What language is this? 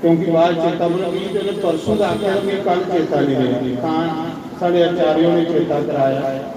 Dogri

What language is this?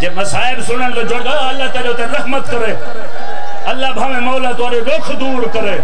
Saraiki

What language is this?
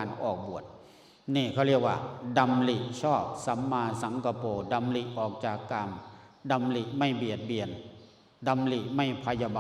Lao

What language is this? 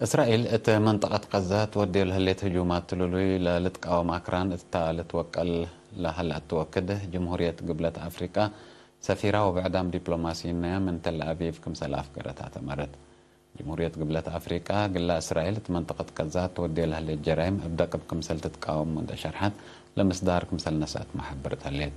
Tigre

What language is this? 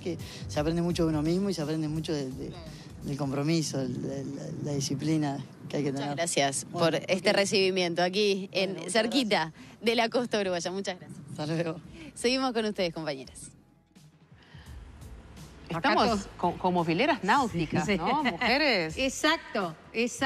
Spanish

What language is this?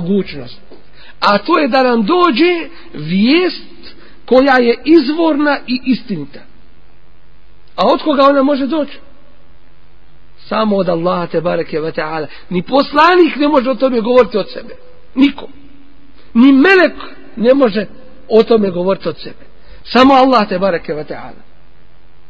Bosnian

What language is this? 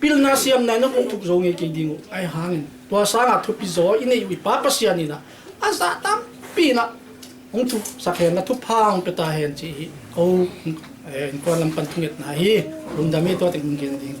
Paite Chin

